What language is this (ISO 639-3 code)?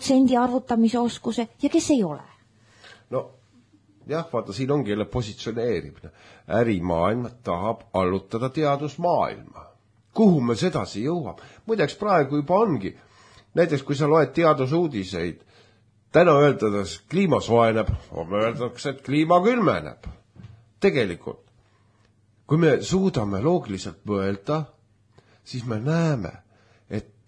est